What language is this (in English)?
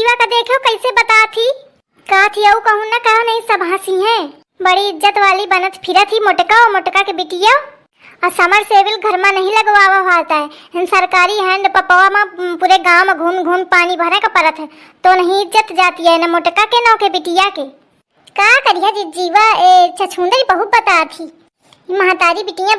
Awadhi